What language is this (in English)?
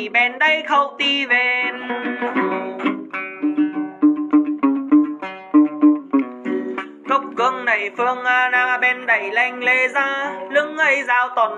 Vietnamese